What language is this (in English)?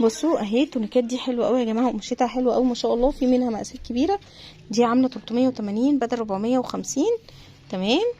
Egyptian Arabic